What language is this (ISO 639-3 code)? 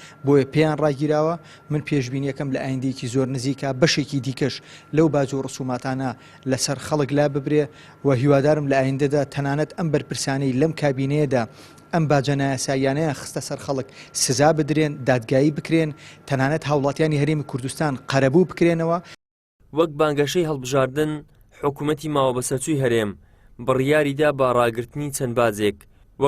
ckb